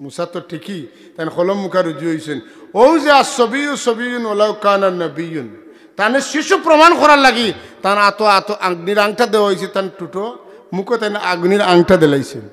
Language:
Sylheti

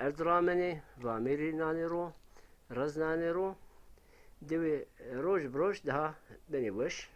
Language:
Zaza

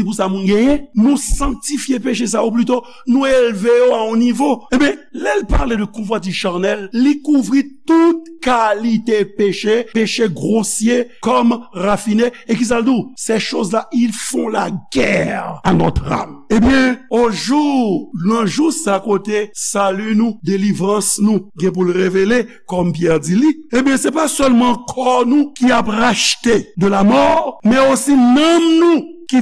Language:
Haitian Creole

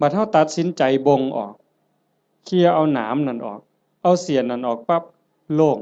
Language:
Northeastern Thai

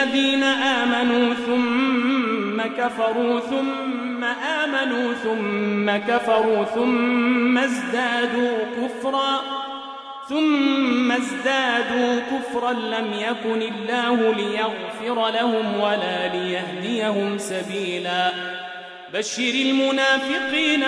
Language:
Arabic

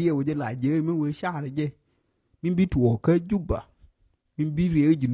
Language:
Nuer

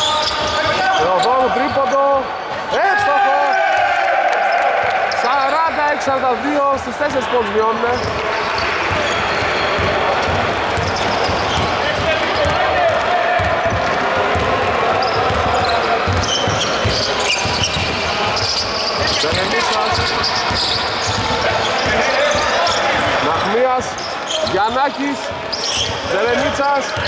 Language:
Greek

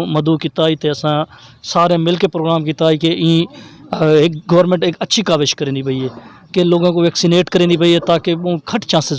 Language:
Saraiki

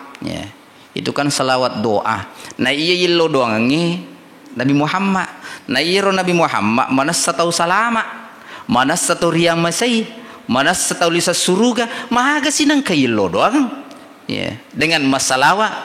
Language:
Buginese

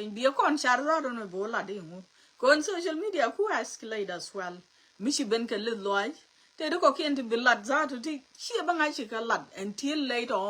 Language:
Nuer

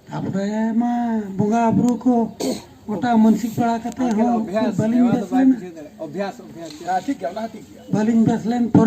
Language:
Santali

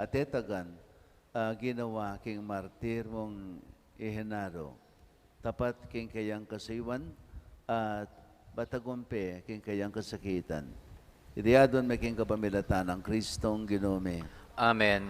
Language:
Pampanga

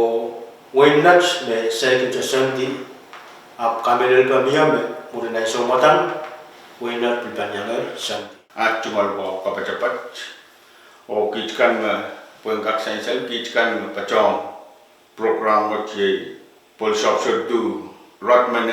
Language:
Pohnpeian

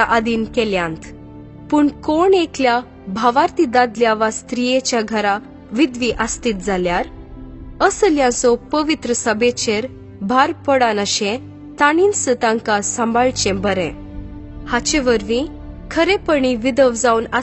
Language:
Konkani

